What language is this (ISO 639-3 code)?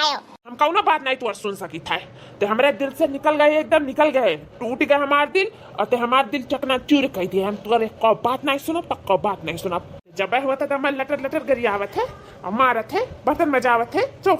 awa